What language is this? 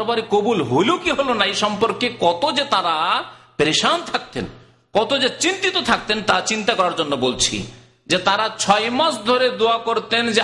Bangla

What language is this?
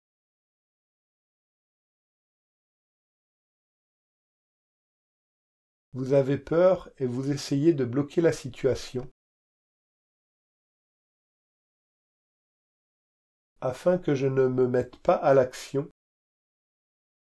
French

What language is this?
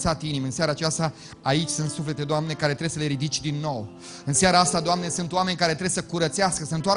Romanian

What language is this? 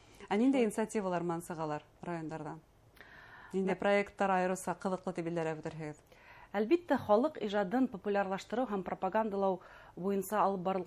Bashkir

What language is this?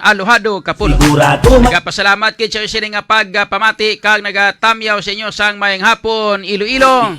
Hiligaynon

